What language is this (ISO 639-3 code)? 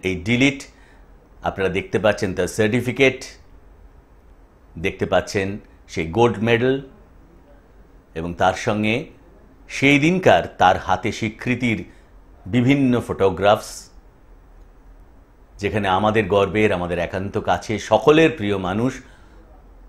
ben